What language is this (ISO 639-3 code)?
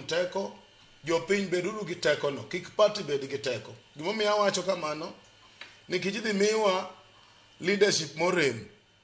luo